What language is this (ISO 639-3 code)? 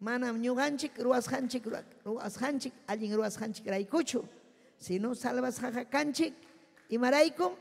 quy